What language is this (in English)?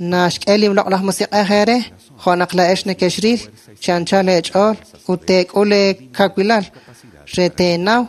Kekchí